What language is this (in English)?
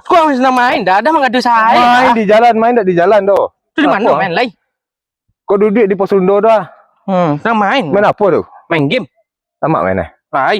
Minangkabau